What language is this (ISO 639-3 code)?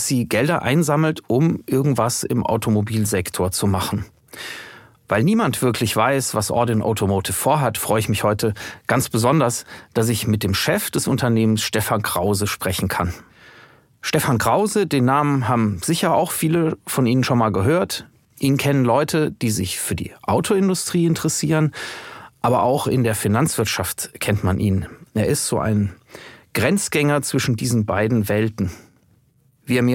deu